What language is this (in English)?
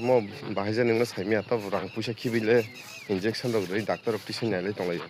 Kok Borok